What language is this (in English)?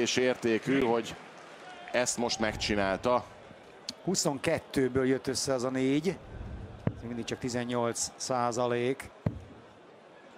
Hungarian